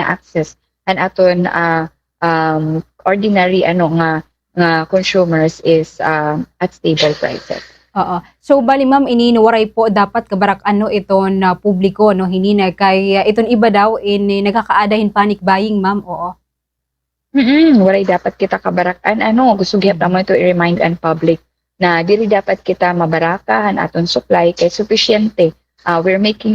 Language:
Waray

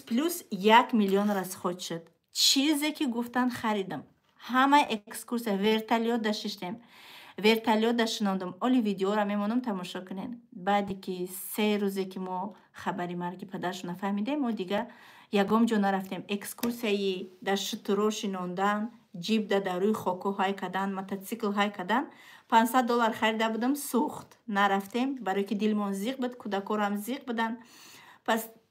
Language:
Tajik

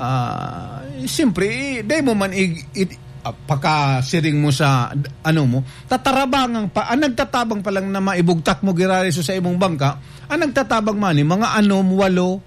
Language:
Bikol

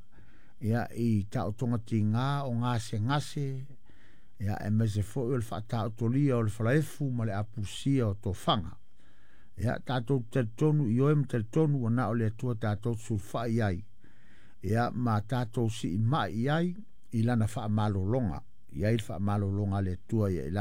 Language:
Samoan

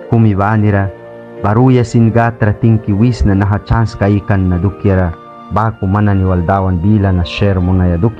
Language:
Mískito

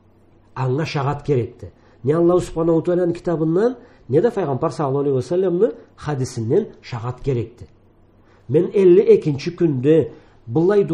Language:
Karachay-Balkar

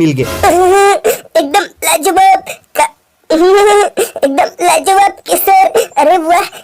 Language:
Chhattisgarhi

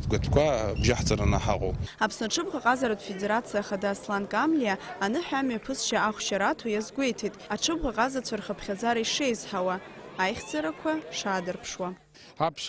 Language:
Abkhazian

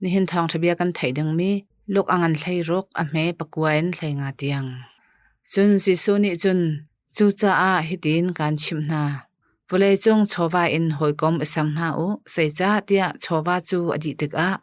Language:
Hakha Chin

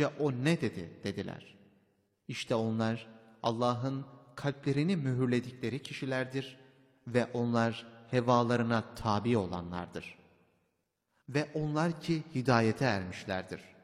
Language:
Turkish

